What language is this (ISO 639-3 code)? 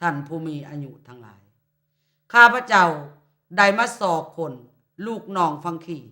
lao